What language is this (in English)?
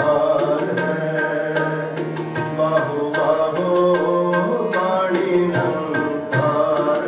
Punjabi